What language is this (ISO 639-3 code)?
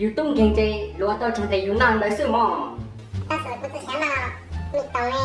hmn